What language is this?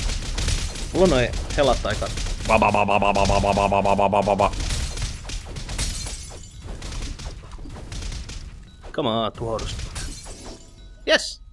Finnish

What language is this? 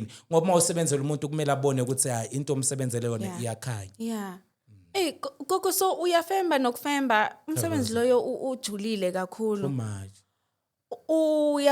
Zulu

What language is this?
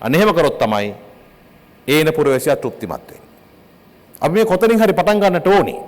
Sinhala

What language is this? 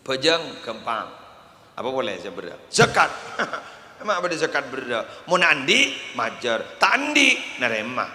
Madurese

